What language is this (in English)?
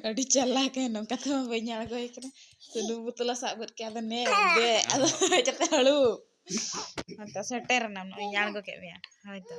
Santali